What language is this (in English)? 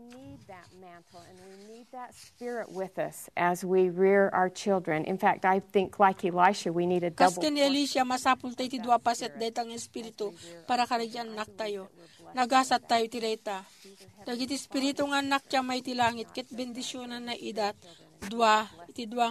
Iloko